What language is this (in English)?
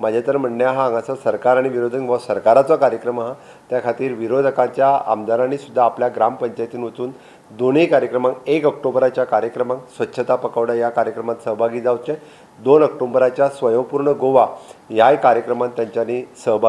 Konkani